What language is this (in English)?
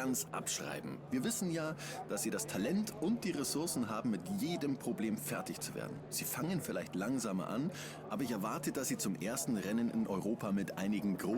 Swiss German